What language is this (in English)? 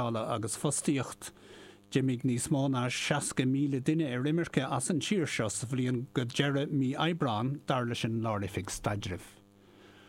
Irish